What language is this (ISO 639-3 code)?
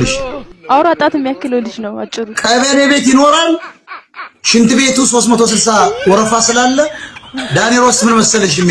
amh